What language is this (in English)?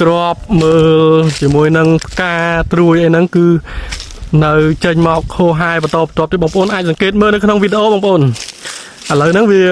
Khmer